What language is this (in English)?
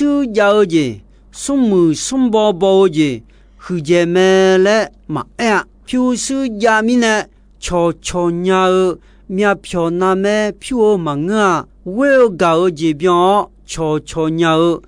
Akha